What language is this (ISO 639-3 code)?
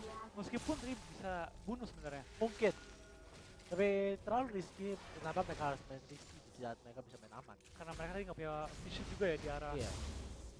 ind